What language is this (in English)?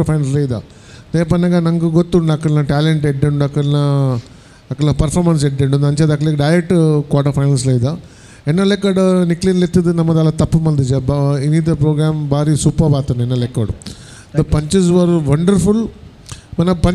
Tulu